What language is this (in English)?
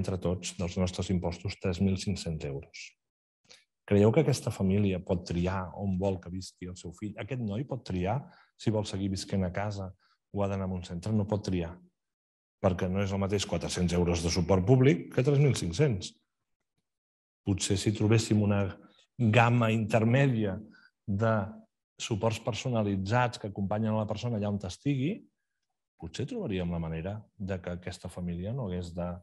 Catalan